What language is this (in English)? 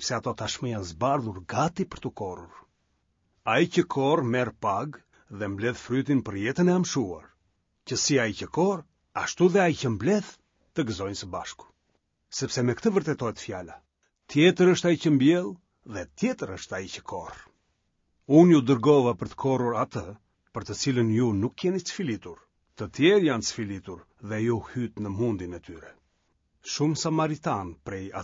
Albanian